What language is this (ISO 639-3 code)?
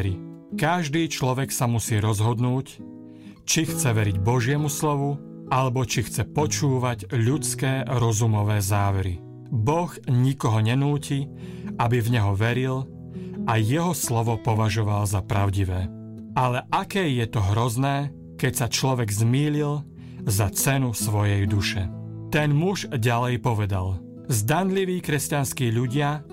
slk